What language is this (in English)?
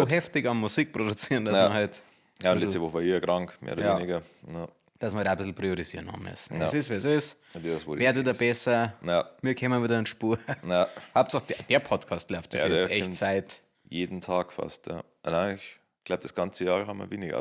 Bavarian